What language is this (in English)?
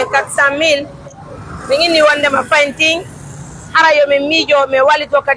Fula